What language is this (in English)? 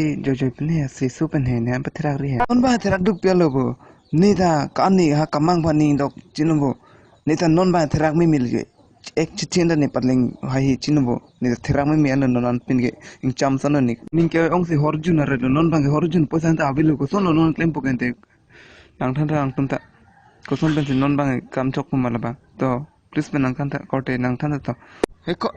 Karbi